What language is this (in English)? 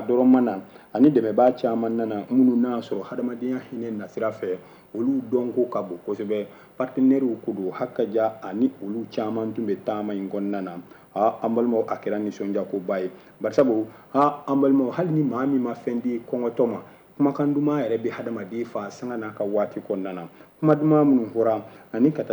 Bambara